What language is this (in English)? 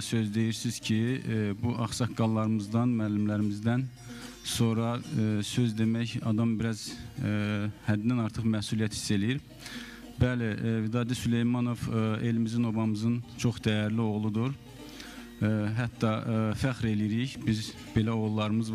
Azerbaijani